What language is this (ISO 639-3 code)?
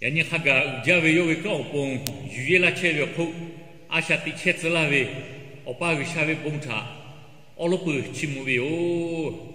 lhu